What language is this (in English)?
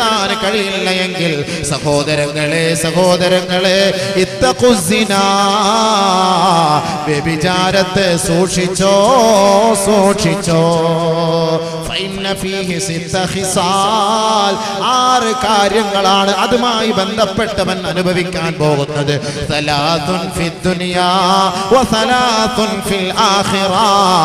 Malayalam